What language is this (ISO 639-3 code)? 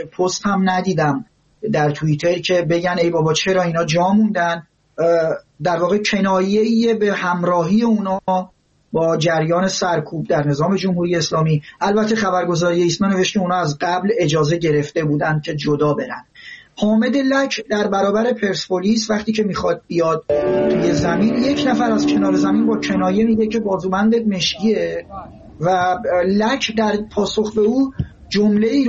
fas